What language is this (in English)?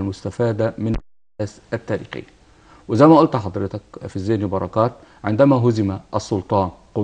Egyptian Arabic